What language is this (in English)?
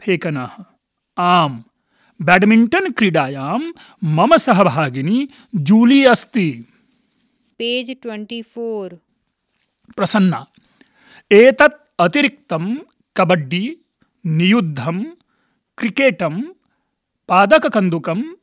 Sanskrit